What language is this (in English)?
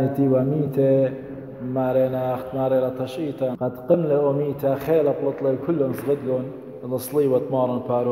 Assyrian Neo-Aramaic